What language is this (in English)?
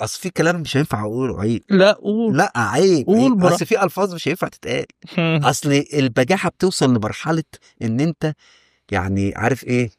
Egyptian Arabic